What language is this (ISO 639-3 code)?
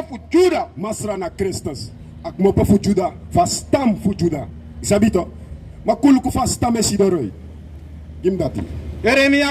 srn